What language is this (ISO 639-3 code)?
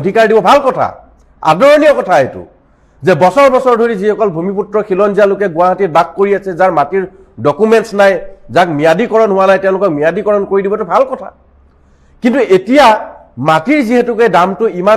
asm